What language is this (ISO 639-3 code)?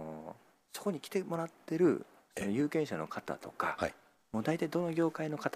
jpn